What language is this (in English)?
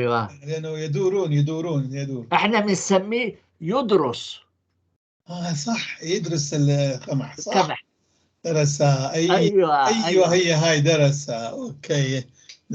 North Levantine Arabic